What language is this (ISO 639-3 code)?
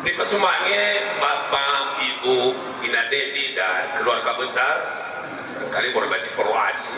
nia